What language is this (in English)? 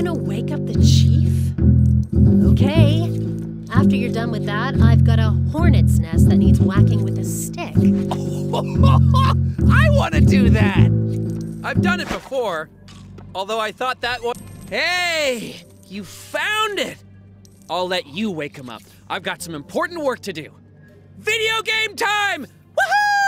English